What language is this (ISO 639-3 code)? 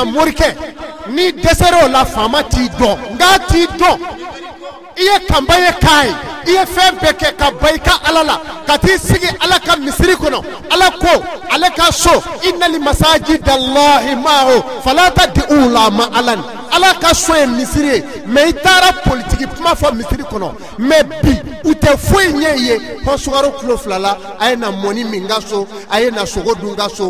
bam